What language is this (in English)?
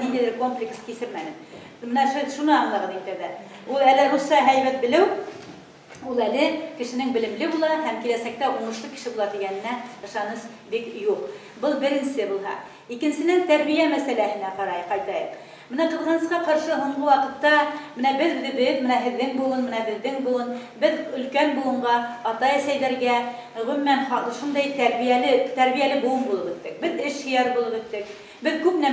Bashkir